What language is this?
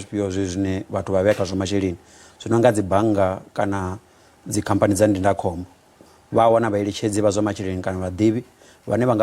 Venda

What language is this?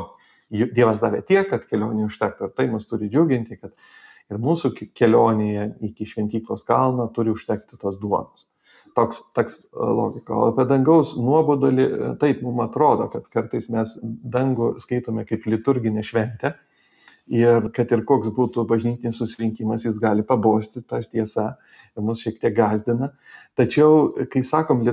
Lithuanian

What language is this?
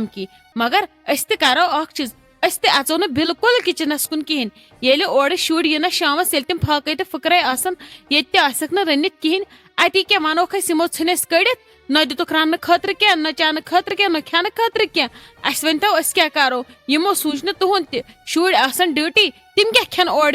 Kashmiri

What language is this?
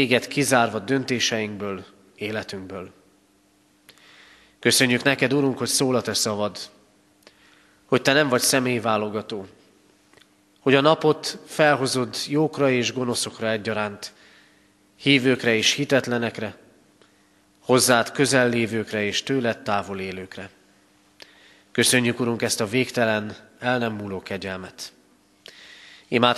Hungarian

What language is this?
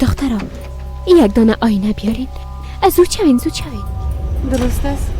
Persian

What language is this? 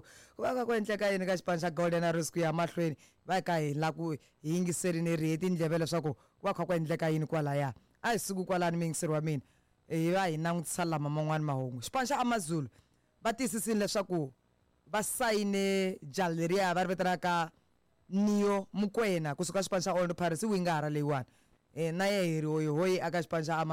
Tsonga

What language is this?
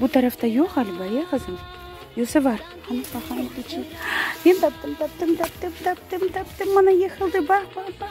Crimean Tatar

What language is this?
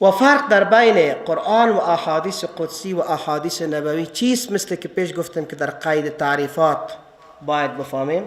Persian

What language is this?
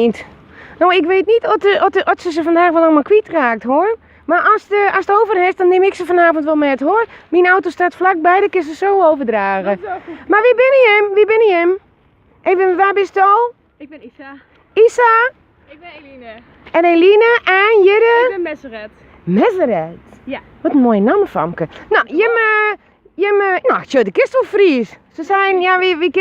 Western Frisian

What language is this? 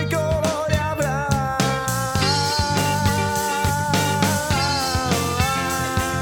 Italian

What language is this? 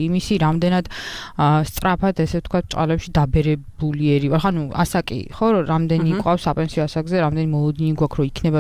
Georgian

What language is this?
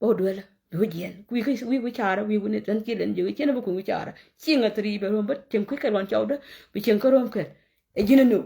Nuer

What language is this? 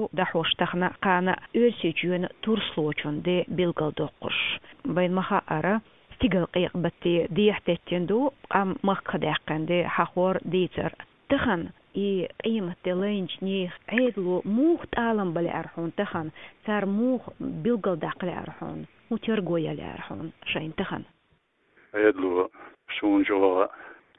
Chechen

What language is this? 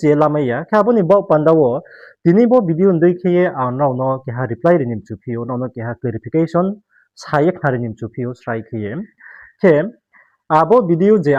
Riang (India)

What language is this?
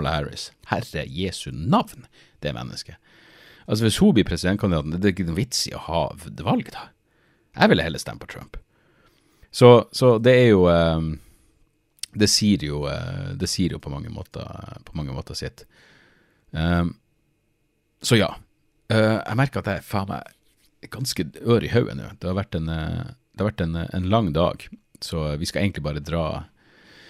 Norwegian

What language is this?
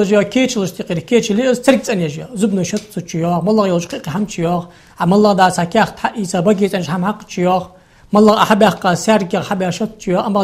Ingush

